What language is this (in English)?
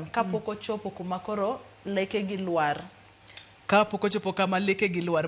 Luo (Kenya and Tanzania)